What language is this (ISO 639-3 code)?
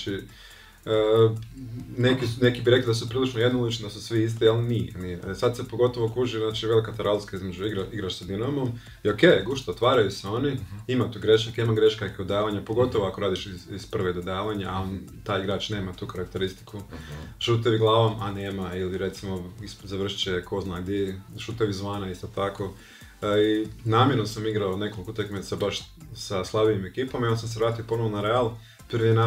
hrv